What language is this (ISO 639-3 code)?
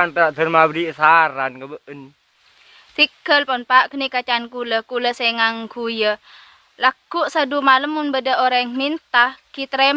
mad